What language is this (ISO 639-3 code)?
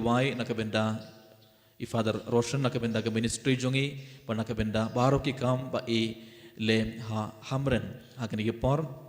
kha